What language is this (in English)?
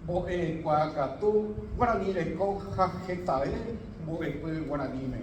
Guarani